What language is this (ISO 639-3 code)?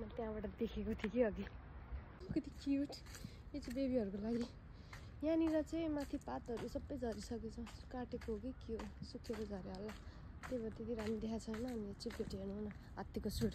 nep